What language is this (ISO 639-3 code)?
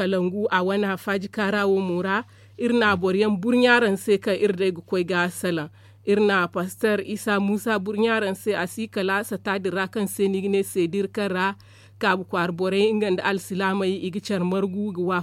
dje